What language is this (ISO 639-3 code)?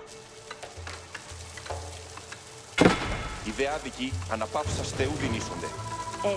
ell